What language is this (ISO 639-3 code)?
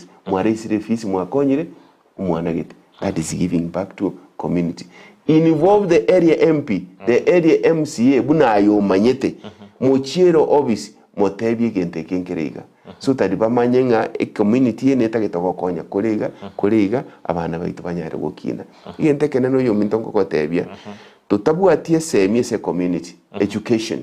guz